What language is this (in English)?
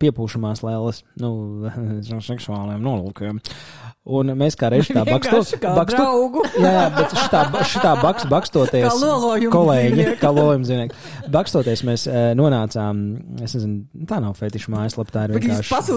Latvian